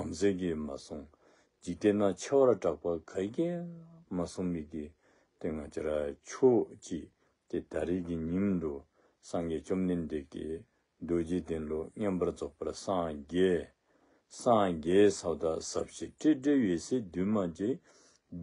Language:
Dzongkha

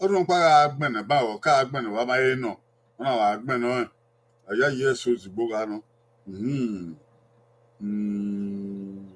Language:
Bini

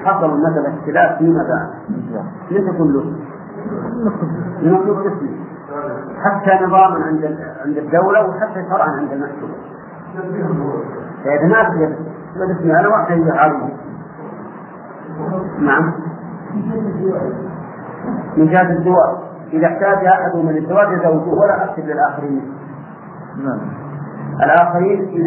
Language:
Arabic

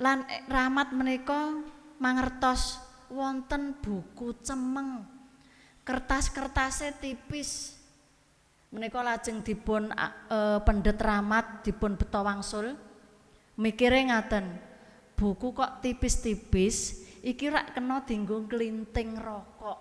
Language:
Javanese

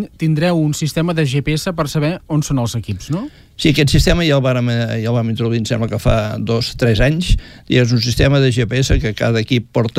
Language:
Catalan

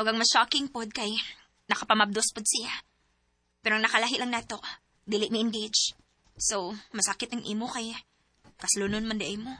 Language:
Cebuano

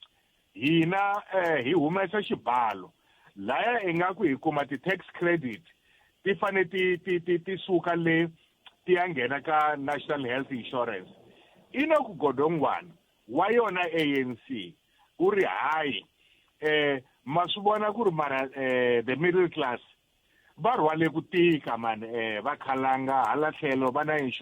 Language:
Tsonga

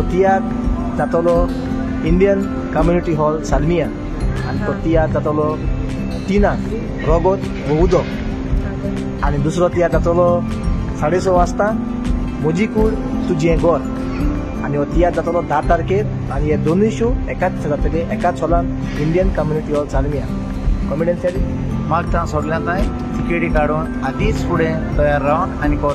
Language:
Konkani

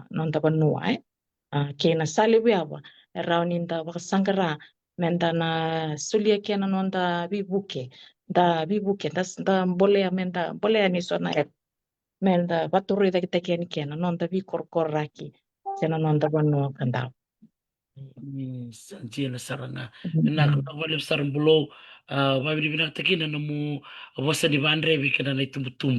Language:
Fijian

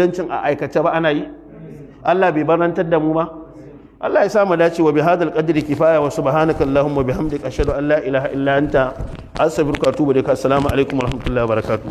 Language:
Hausa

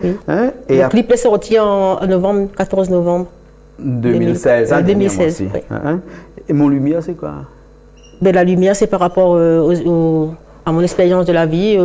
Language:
Réunion Creole French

